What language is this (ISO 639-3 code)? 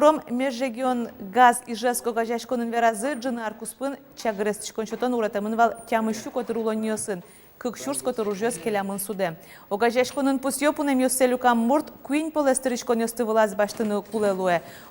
udm